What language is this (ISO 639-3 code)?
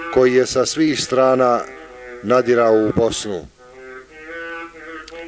bos